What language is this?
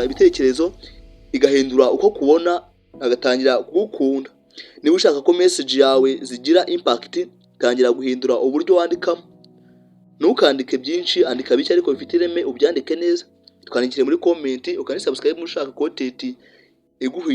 Kinyarwanda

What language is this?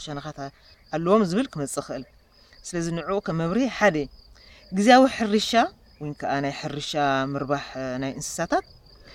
Tigrinya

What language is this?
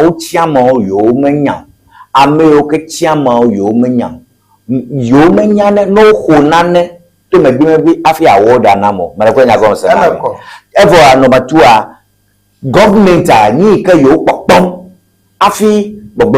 Ewe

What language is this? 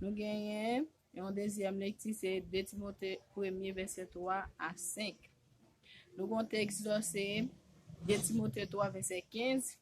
Haitian Creole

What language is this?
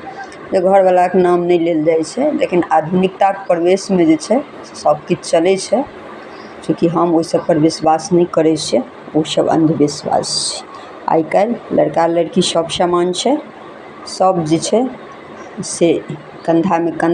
Maithili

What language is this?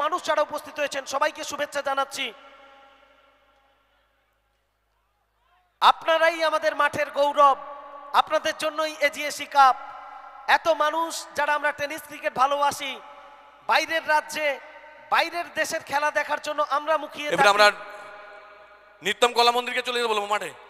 Bangla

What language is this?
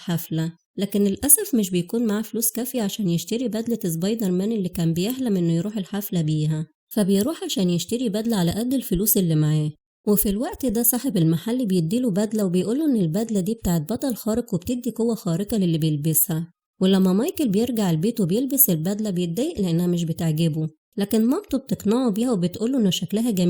Egyptian Arabic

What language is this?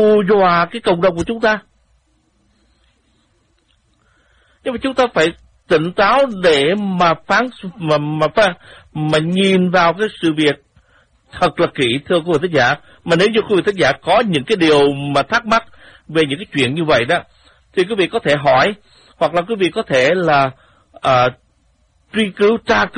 Vietnamese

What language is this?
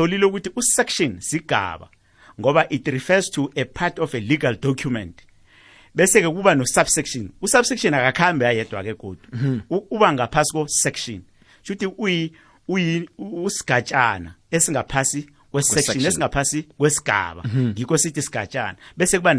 South Ndebele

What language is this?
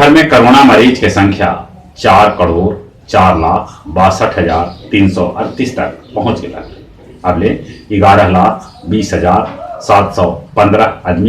Magahi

